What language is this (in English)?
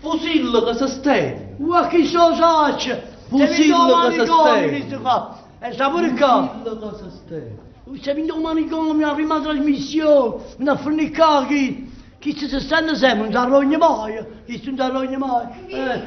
Neapolitan